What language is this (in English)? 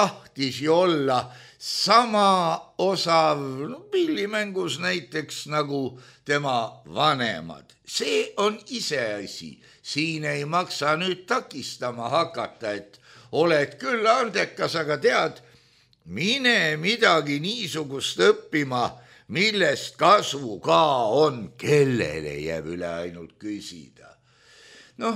Estonian